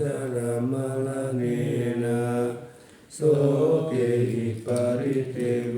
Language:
Pali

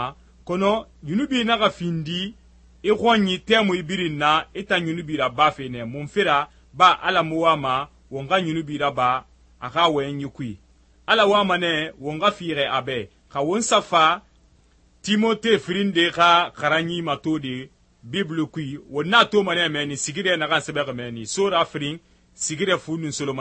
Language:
Susu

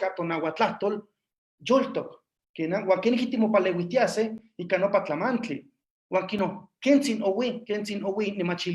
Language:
Eastern Huasteca Nahuatl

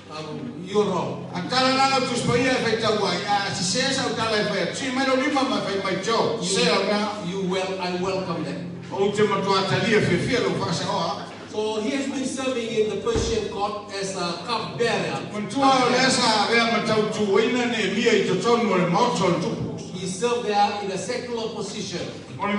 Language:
Samoan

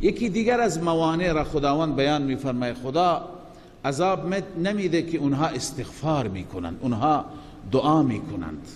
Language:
Persian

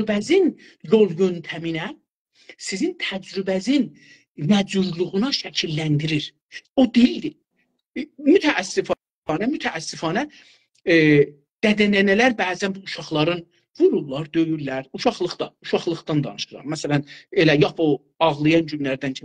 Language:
South Azerbaijani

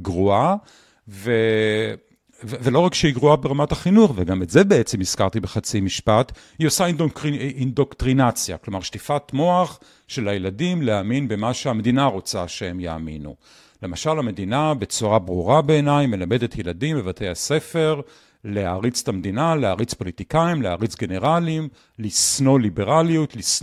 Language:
Hebrew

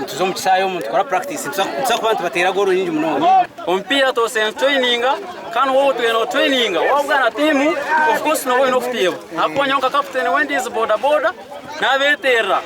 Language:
Nyankole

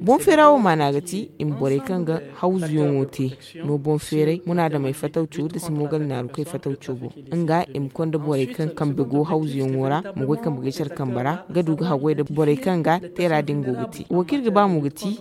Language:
Zarma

